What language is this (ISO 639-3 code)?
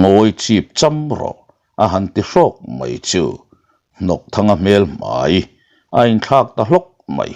lus